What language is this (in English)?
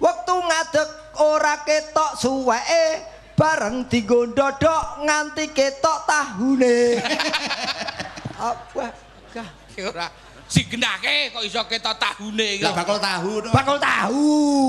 Javanese